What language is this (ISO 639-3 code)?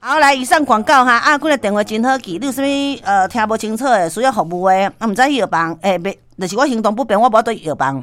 nan